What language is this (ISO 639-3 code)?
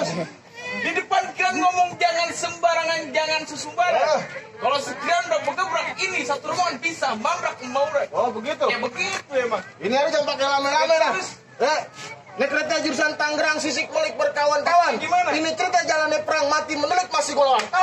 bew